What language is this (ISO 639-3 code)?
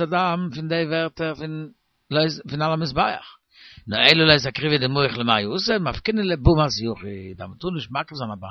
yid